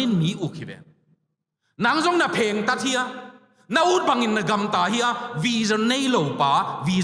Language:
Tedim Chin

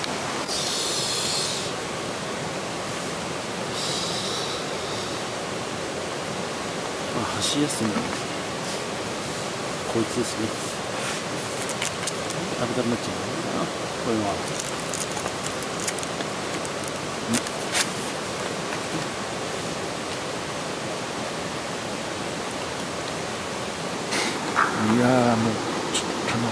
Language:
Japanese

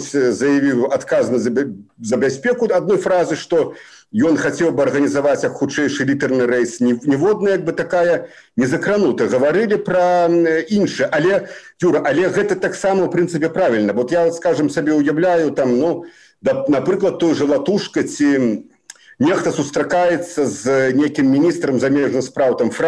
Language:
Belarusian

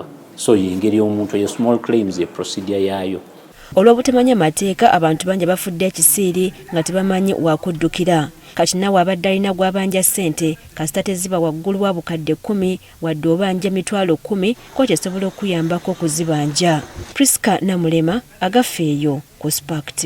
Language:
Ganda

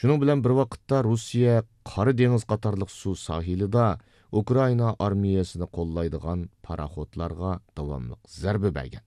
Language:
Uyghur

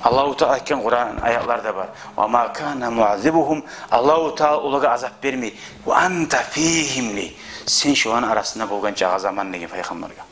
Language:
Kumyk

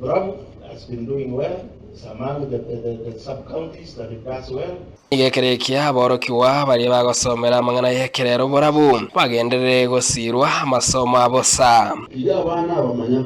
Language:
Gusii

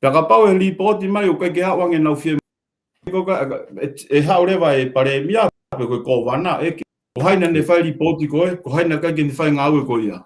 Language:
Tongan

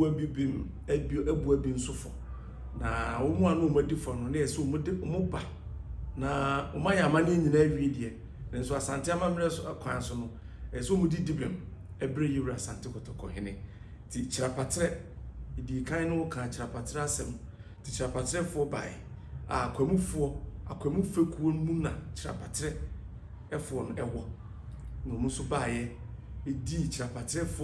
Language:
Akan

